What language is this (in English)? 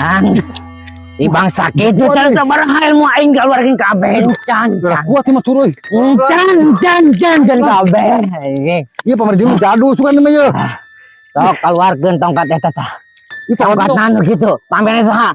Sundanese